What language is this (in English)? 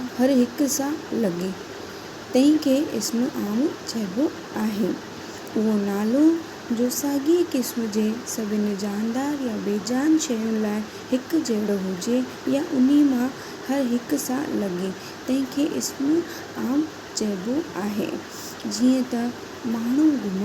Sindhi